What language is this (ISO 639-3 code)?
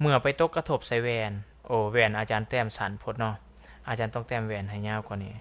lao